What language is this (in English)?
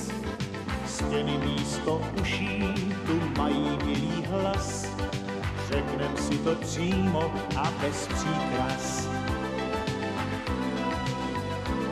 Czech